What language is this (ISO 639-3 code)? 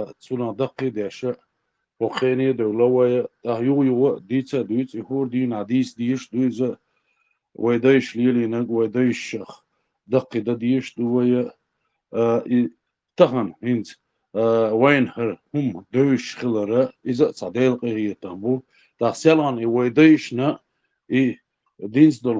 che